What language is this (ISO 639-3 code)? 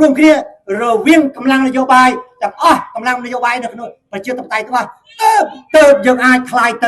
khm